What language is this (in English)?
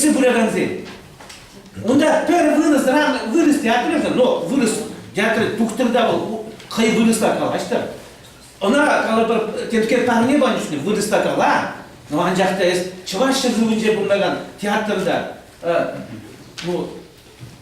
Chuvash